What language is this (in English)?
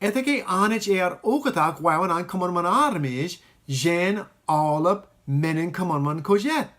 Marshallese